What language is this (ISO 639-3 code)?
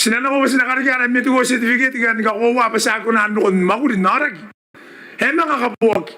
gil